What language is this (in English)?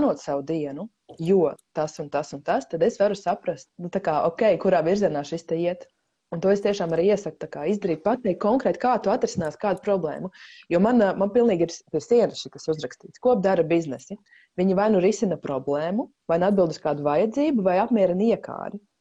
Latvian